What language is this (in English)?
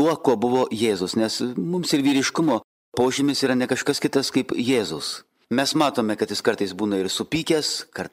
Lithuanian